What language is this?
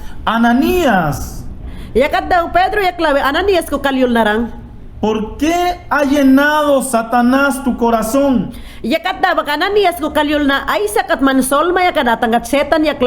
Mayangna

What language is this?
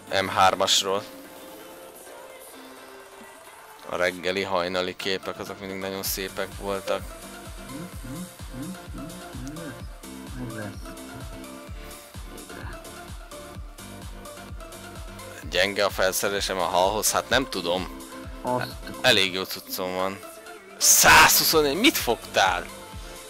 Hungarian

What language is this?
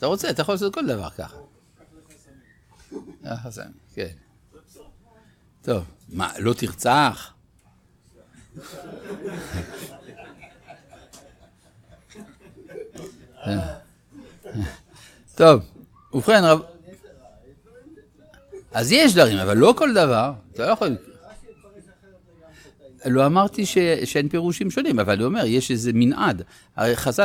Hebrew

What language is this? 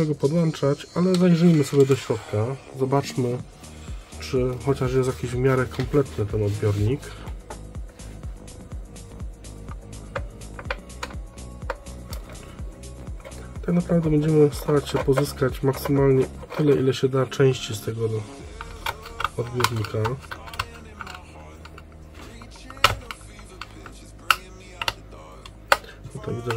Polish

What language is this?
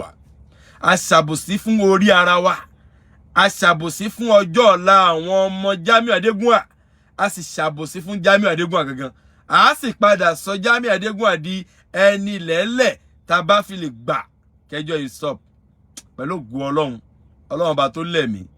Yoruba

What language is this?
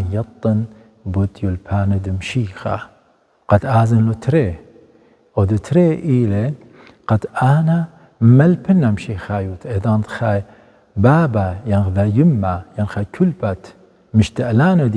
Assyrian Neo-Aramaic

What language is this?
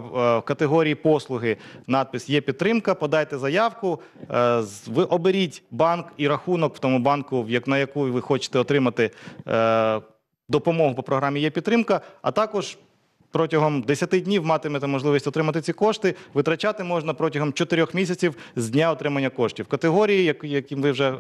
Ukrainian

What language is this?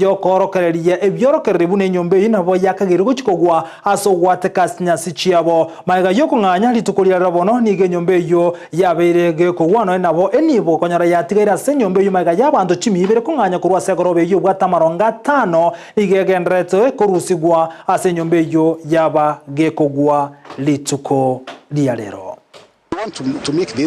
Gusii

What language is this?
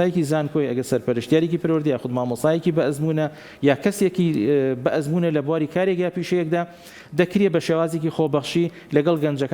Central Kurdish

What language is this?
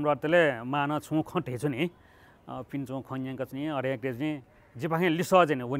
Newari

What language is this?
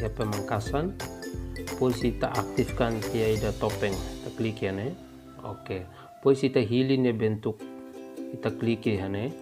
Tetum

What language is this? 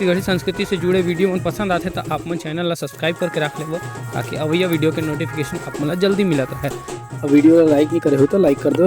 Chhattisgarhi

